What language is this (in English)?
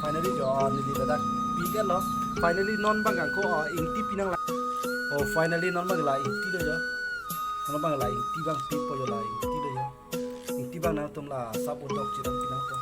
Karbi